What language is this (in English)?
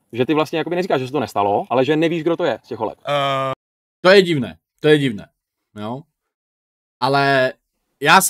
Czech